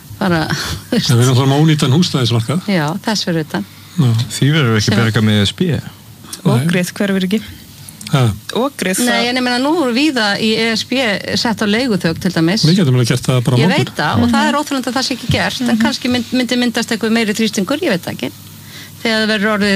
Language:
Icelandic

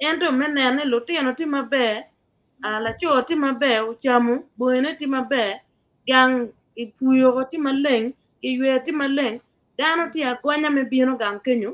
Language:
Acoli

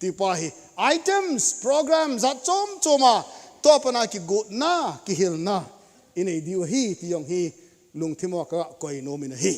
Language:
Thado Chin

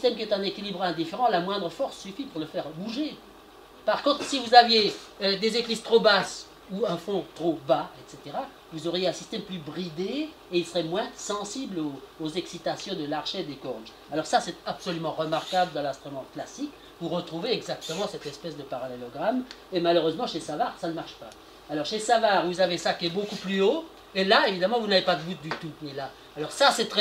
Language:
French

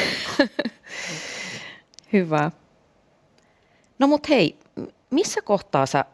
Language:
Finnish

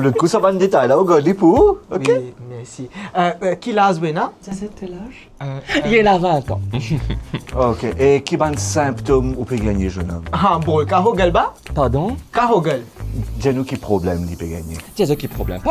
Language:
Morisyen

